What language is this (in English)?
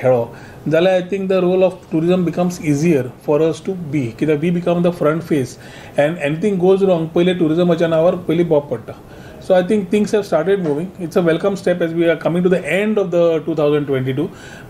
Konkani